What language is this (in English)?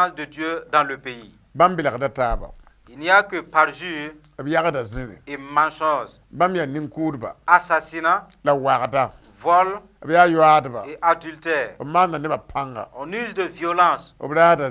Mossi